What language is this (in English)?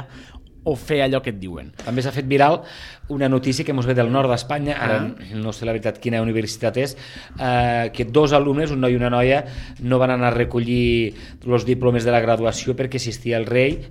Catalan